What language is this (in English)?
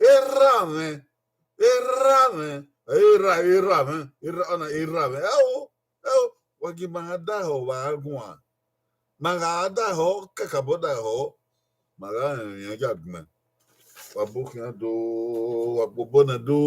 Bini